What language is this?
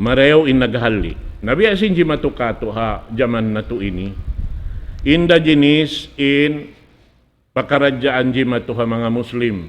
Tausug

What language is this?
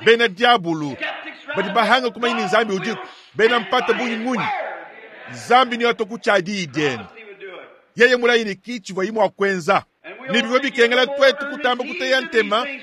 Luba-Lulua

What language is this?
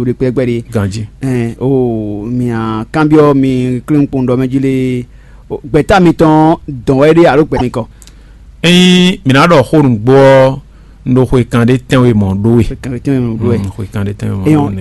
Fon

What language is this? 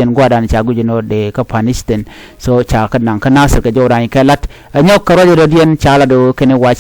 Nuer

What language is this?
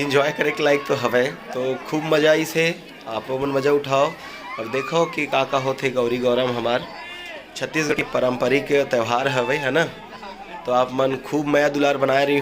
Chhattisgarhi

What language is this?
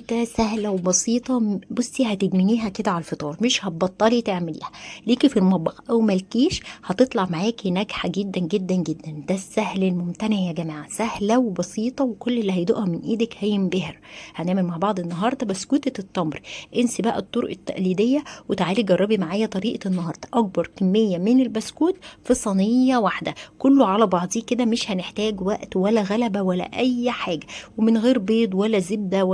Egyptian Arabic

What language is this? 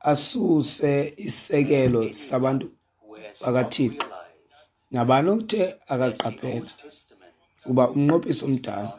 Xhosa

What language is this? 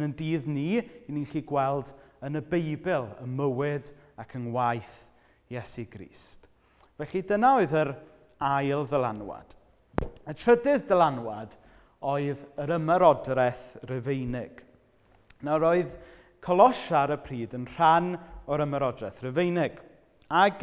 Welsh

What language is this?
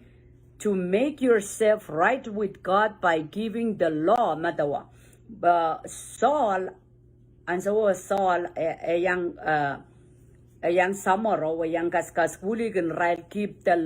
Pohnpeian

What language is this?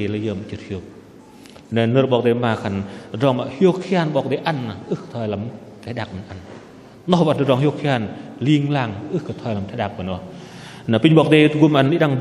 Bahnar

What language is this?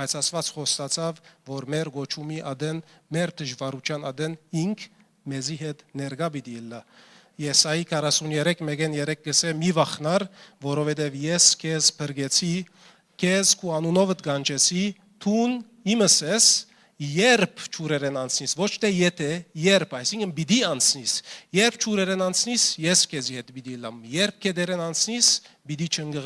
Western Armenian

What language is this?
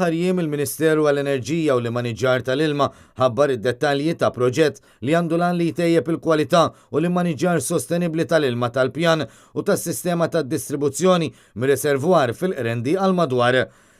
Maltese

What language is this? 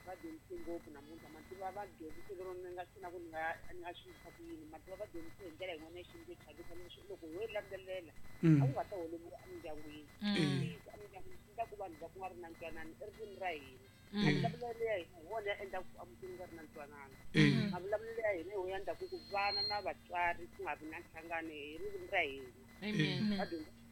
Tsonga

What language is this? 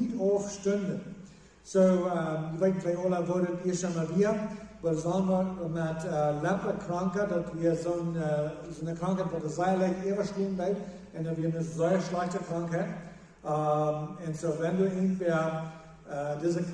Plautdietsch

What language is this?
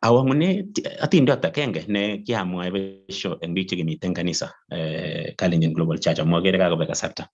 Kalenjin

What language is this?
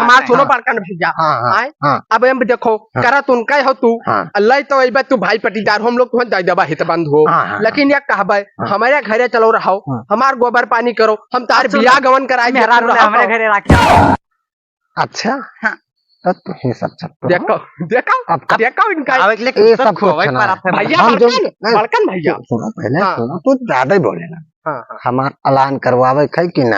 Awadhi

